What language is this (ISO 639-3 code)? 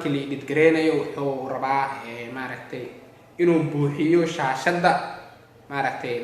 som